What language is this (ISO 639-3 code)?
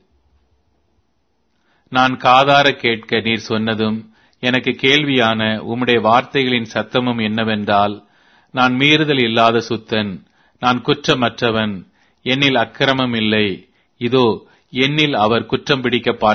tam